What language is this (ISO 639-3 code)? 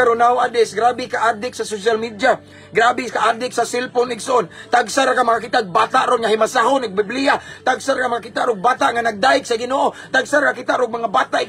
ceb